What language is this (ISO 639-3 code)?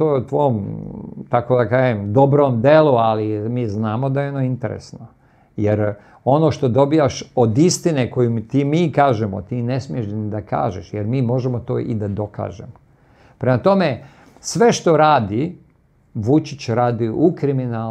srp